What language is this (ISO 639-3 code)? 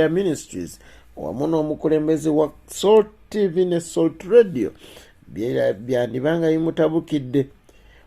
lug